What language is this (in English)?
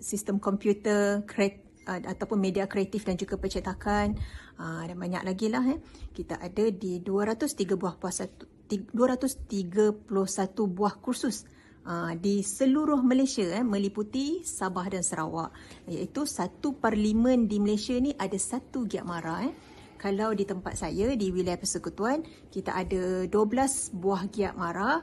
Malay